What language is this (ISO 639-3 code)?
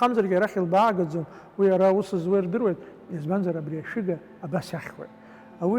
abk